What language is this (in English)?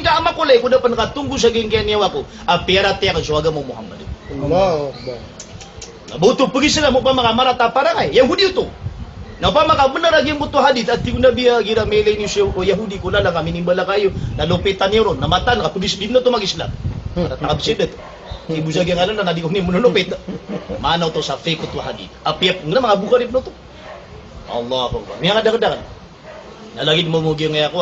Maranao